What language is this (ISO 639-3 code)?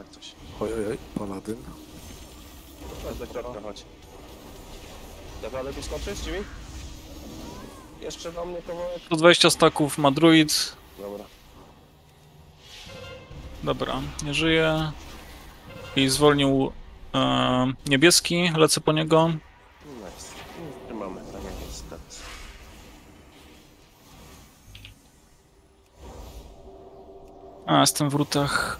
pol